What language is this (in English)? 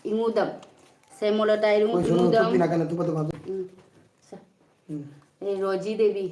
Manipuri